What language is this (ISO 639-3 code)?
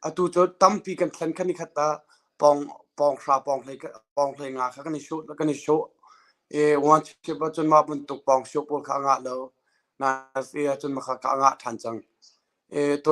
cnh